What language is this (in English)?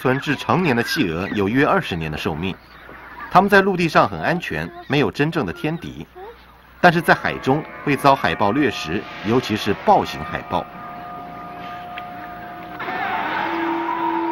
Chinese